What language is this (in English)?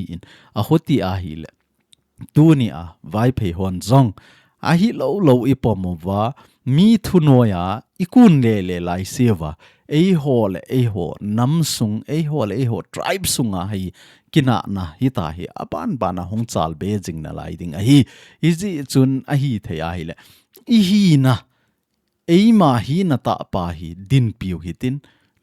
Thado Chin